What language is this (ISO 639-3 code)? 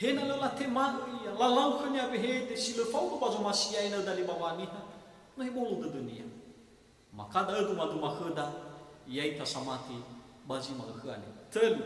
nia